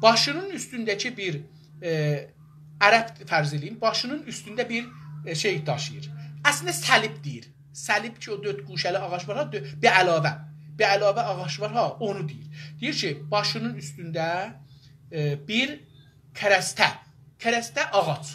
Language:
South Azerbaijani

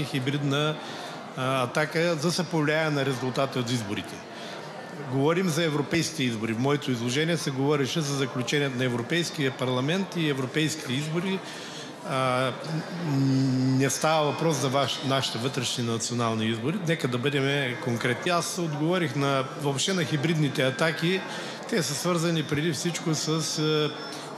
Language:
Bulgarian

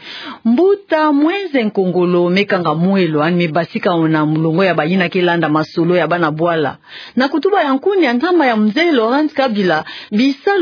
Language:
Kituba (Democratic Republic of Congo)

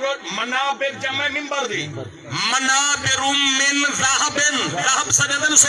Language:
Saraiki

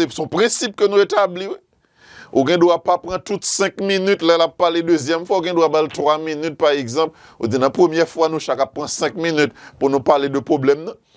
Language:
Haitian Creole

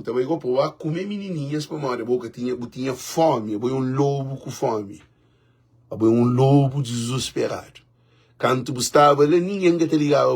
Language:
Kabuverdianu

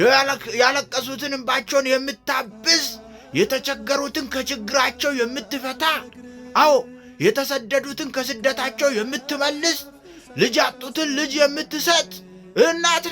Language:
Amharic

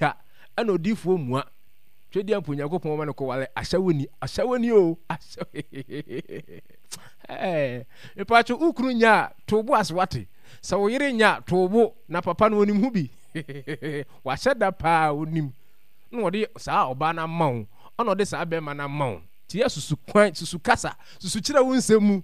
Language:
Akan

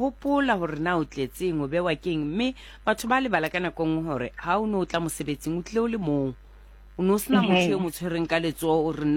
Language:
Southern Sotho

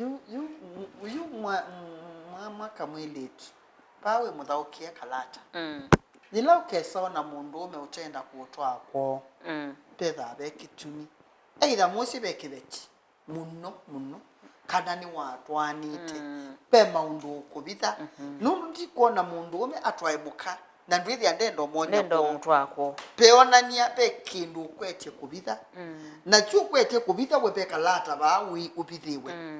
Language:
Kamba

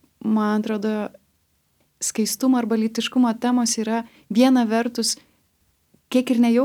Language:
Lithuanian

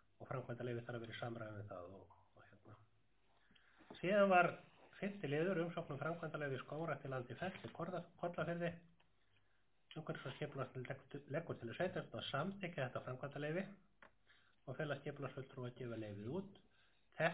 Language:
Icelandic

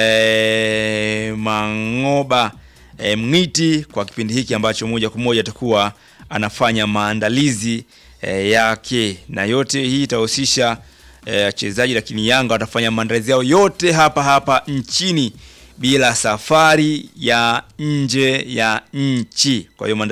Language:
Swahili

